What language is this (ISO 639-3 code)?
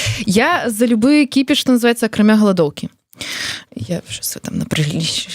bel